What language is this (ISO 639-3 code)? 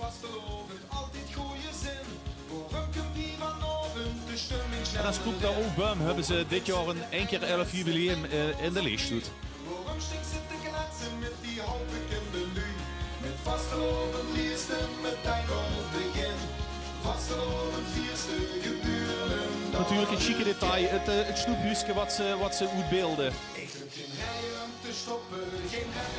lim